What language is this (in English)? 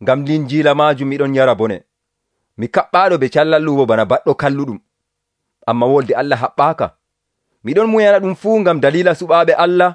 Nigerian Fulfulde